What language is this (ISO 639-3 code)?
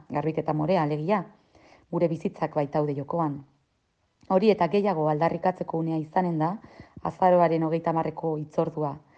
eus